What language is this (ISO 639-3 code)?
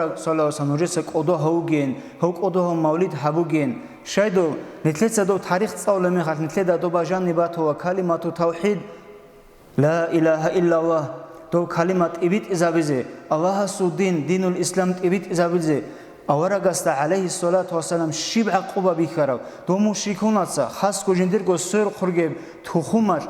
ava